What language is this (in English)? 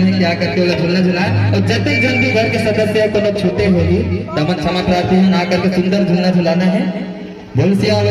Chhattisgarhi